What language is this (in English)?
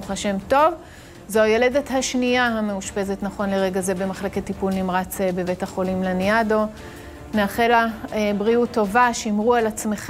Hebrew